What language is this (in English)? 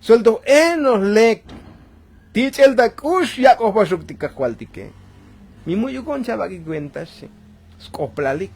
Tzotzil